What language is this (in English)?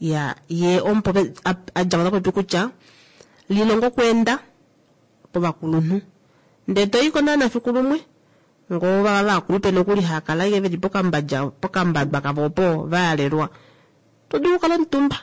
Kuanyama